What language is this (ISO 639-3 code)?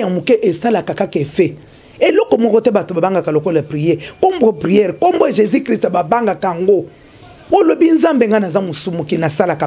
lin